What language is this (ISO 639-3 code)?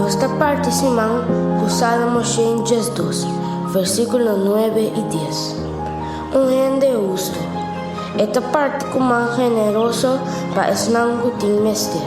pap